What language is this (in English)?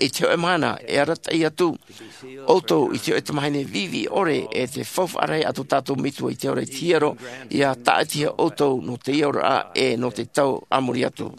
Tahitian